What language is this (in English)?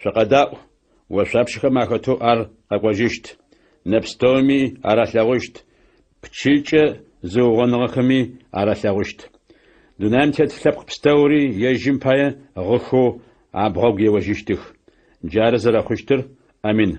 Adyghe